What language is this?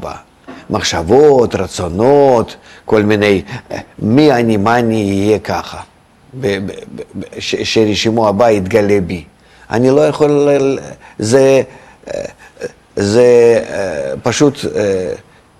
Hebrew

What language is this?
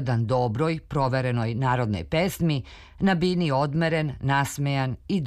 Serbian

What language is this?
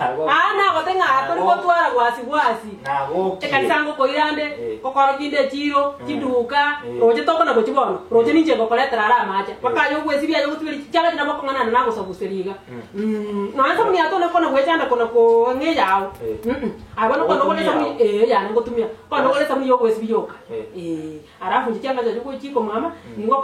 Gusii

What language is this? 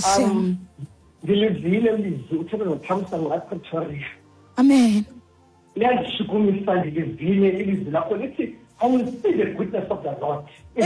Xhosa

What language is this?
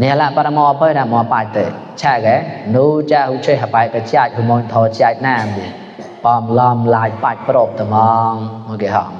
Mon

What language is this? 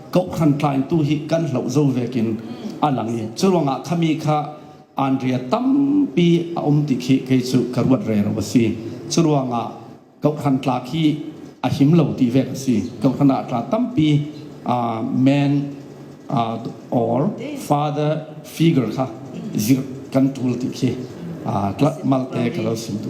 Falam Chin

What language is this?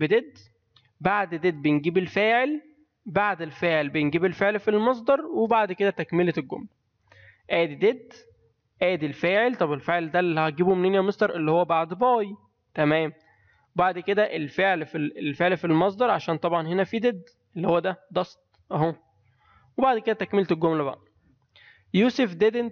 Egyptian Arabic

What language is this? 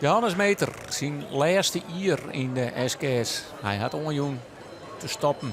Western Frisian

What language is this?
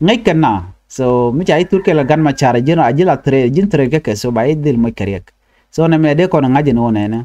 Nuer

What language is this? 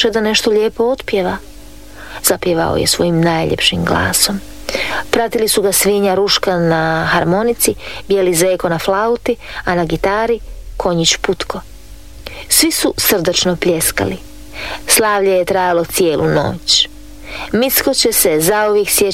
Croatian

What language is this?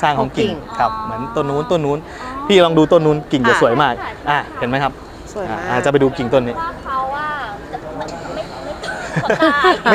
Thai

